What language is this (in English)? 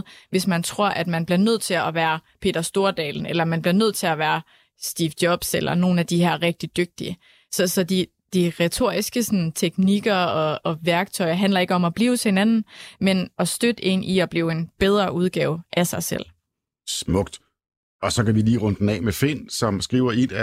Danish